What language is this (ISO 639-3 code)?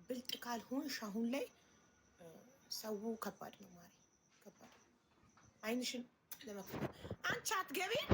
amh